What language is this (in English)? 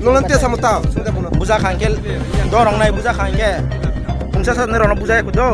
Kok Borok